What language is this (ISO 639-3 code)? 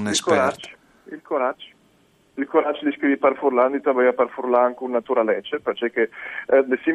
fur